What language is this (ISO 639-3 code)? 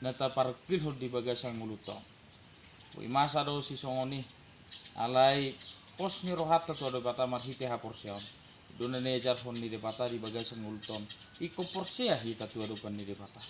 bbc